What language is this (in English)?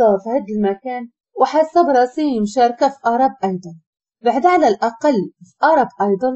Moroccan Arabic